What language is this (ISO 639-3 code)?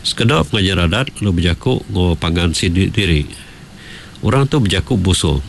iba